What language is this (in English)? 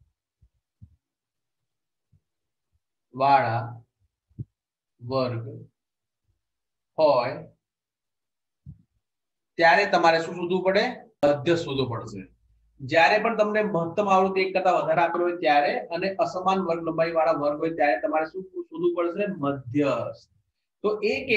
Gujarati